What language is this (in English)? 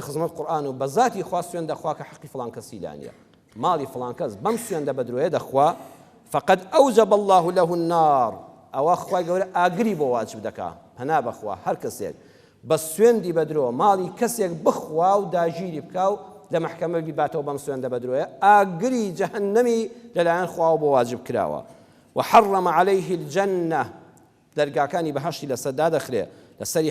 Central Kurdish